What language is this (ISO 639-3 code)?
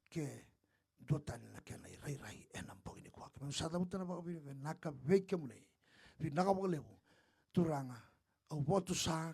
fij